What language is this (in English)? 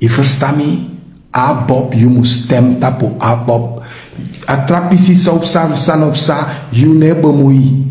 Sranan Tongo